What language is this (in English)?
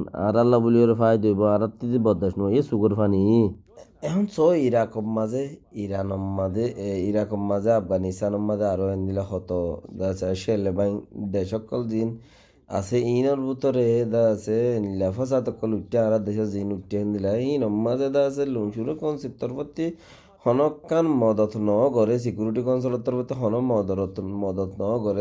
Rohingya